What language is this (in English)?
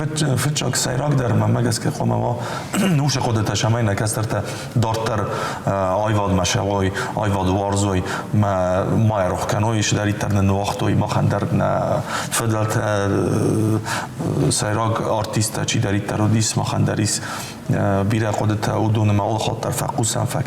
Ossetic